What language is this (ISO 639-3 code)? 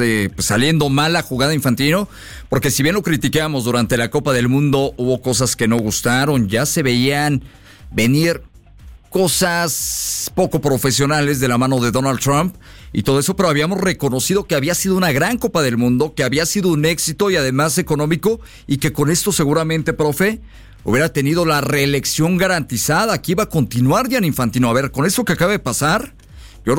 spa